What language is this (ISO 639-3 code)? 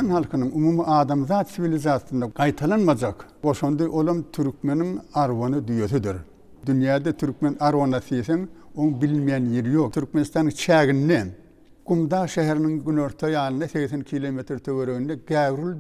tuk